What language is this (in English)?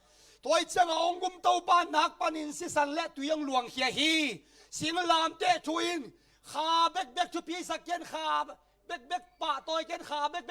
Tedim Chin